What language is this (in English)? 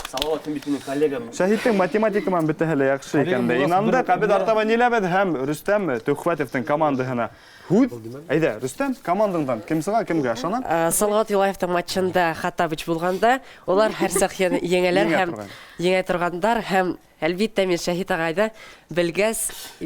Bashkir